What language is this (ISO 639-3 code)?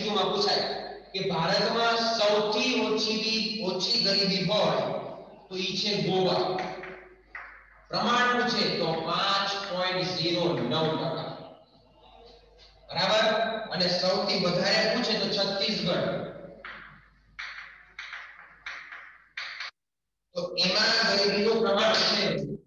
guj